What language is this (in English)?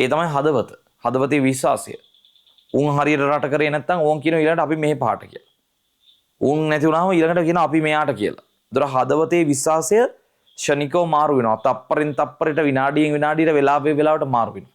Sinhala